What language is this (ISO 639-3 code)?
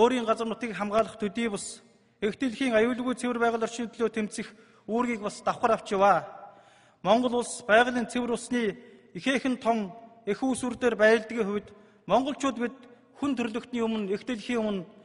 mon